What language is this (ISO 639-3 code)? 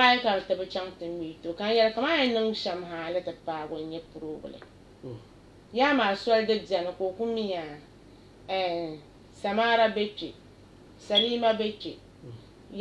dag